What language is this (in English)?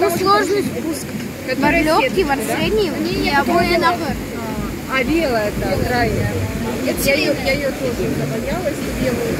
Crimean Tatar